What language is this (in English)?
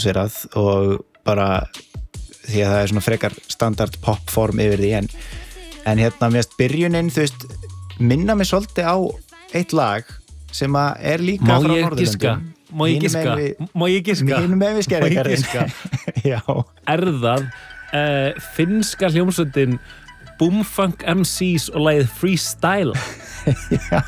Icelandic